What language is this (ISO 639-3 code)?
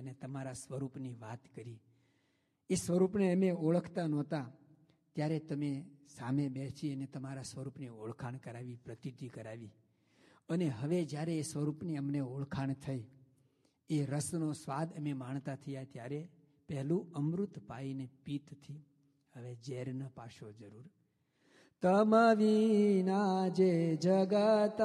guj